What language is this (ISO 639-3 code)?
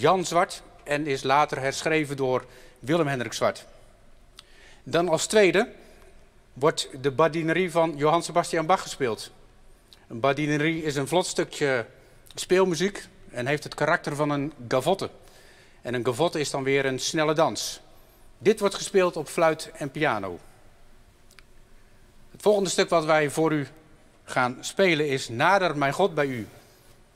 nld